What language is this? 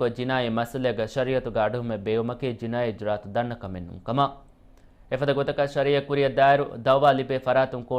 Divehi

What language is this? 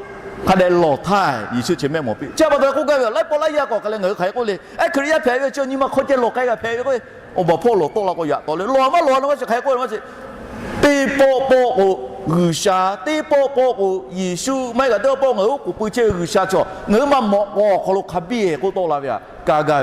Lahu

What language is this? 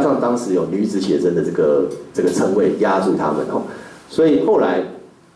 Chinese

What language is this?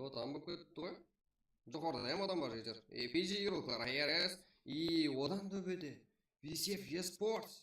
Kara-Kalpak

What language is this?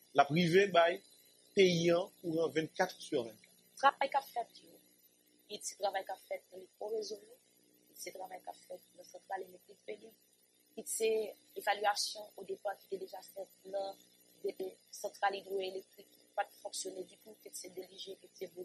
French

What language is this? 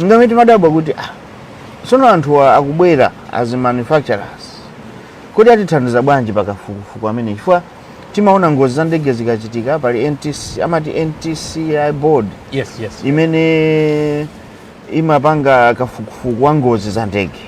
Nyanja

